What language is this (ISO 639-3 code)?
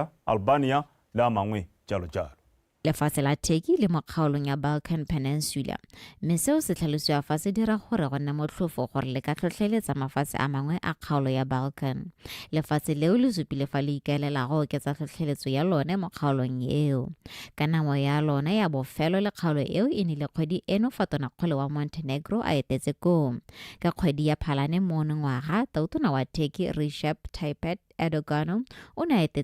tsn